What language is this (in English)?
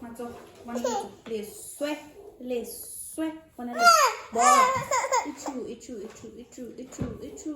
Tswana